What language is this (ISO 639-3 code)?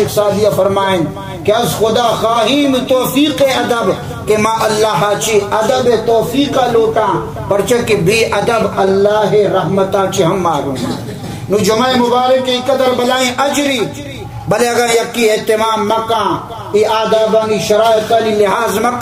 bal